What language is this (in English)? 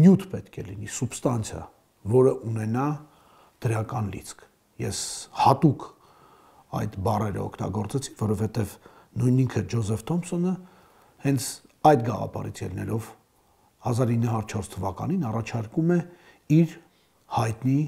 Armenian